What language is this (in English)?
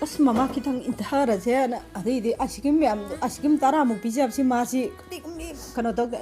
Manipuri